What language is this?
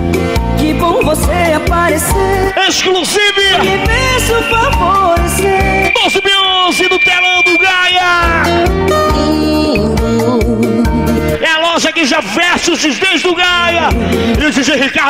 Portuguese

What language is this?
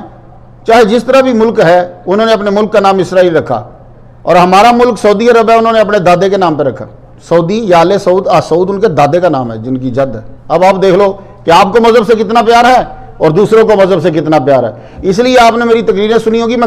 Urdu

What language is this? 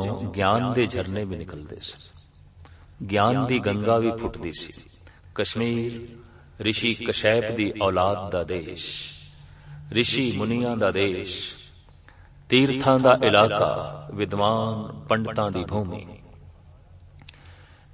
Punjabi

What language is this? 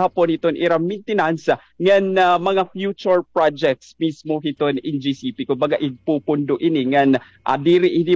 Waray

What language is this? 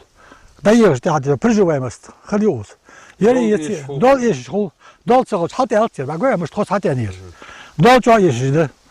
Ingush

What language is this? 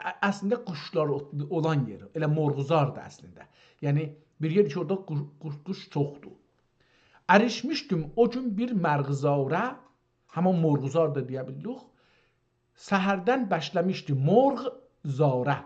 South Azerbaijani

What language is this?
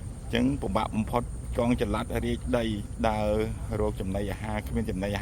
Khmer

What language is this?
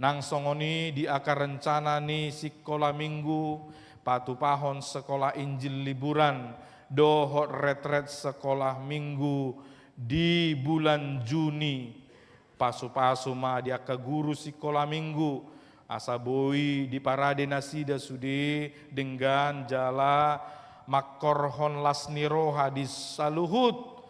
Batak Toba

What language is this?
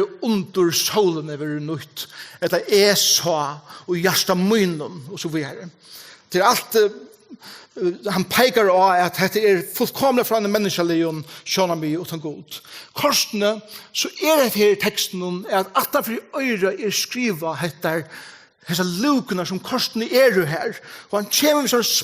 Faroese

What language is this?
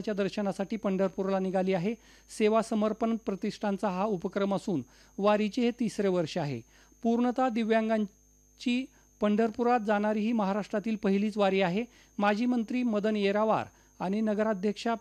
Marathi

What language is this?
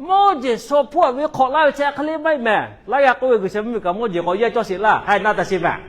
Lahu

